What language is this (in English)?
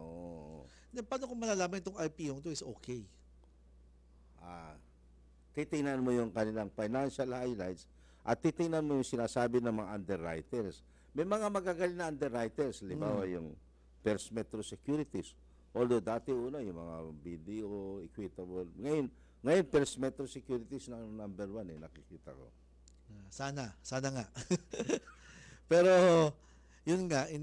Filipino